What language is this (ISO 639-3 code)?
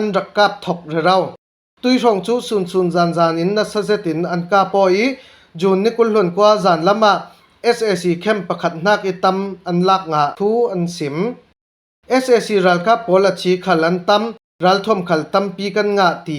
cfm